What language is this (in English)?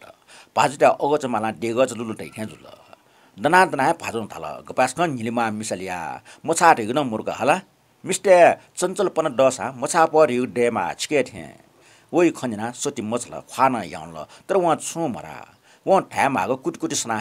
Newari